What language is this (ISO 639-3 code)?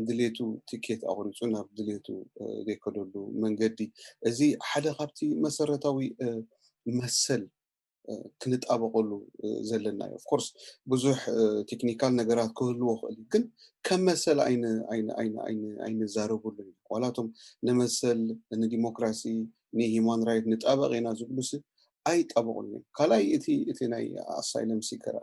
tir